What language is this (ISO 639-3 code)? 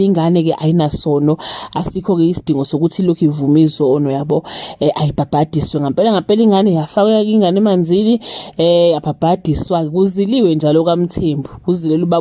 zul